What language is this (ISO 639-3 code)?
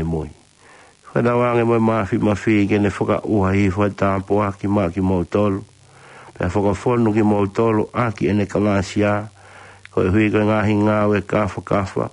ton